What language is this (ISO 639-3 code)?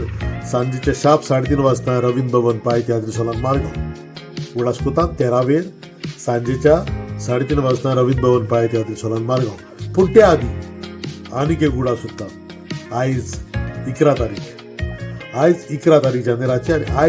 kok